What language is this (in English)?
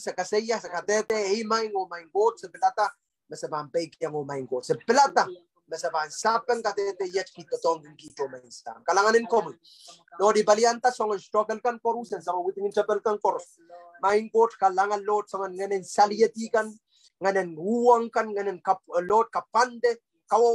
Pohnpeian